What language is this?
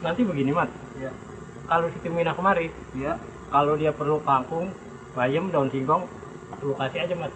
Betawi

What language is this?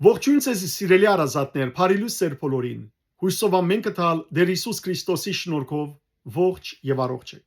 Western Armenian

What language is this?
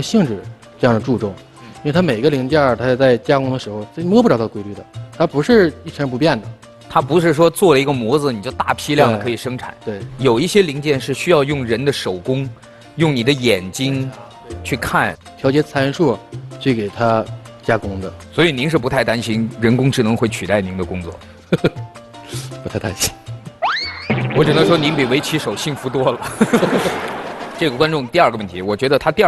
Chinese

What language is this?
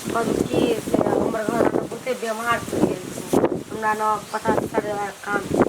Maithili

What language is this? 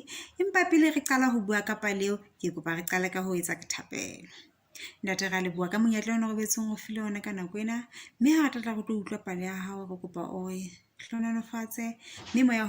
Southern Sotho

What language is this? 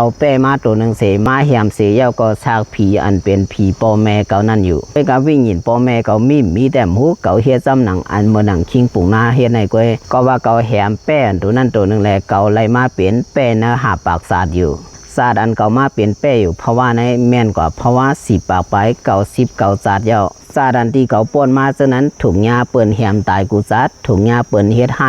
Shan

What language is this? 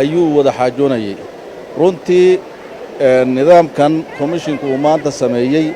Somali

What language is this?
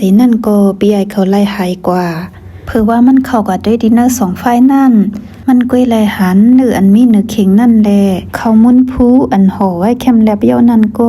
Shan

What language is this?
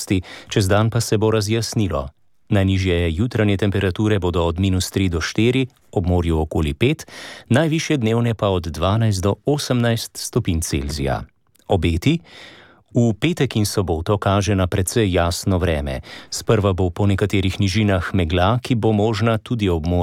Slovenian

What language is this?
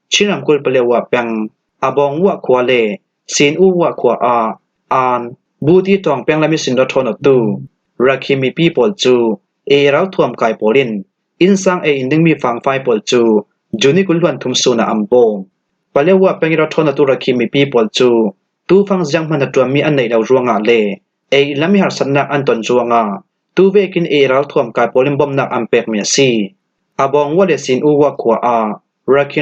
Falam Chin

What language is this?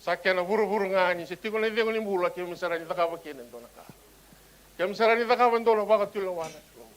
Fijian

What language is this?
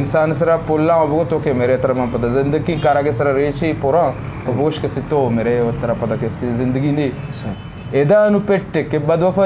Eastern Balochi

